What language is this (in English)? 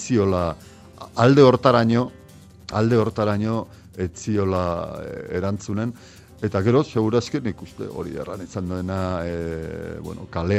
Basque